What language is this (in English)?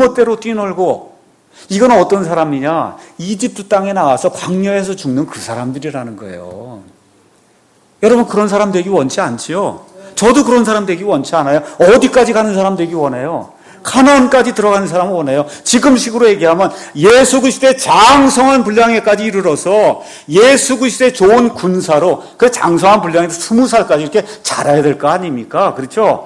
Korean